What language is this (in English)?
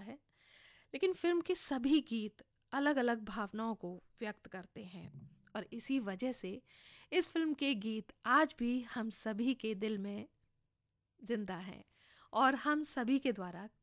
Hindi